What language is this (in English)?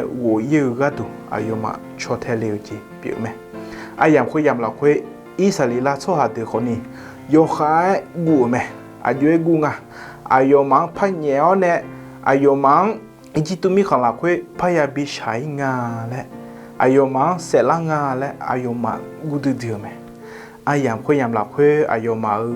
Akha